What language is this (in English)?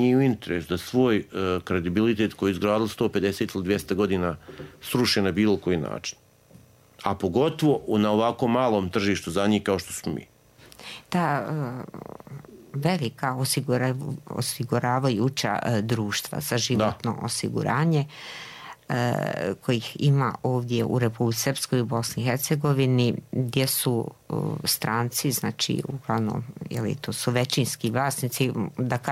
Serbian